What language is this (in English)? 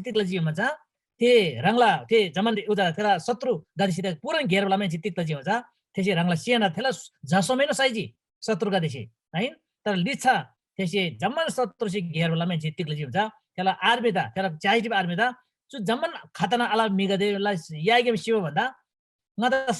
Eastern Tamang